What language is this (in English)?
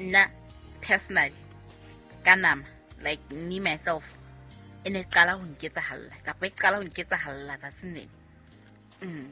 Southern Sotho